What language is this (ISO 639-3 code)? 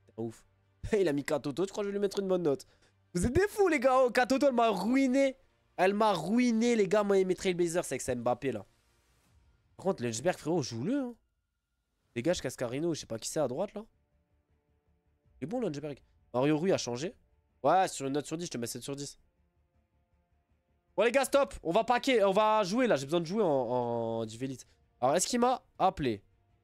fra